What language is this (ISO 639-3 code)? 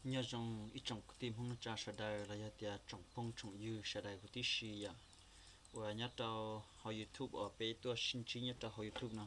hmn